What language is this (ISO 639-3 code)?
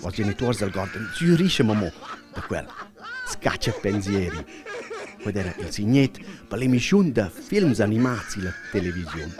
roh